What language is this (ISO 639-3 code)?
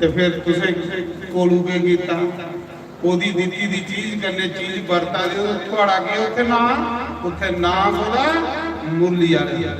doi